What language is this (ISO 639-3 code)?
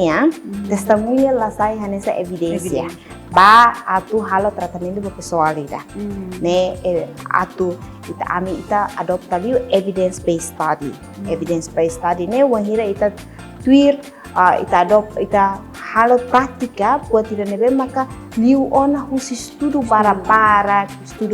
tet